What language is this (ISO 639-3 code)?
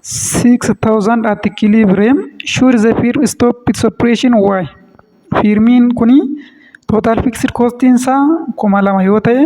orm